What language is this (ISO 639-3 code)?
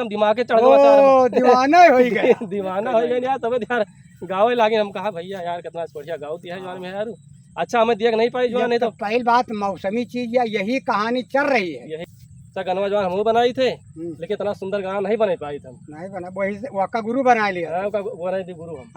awa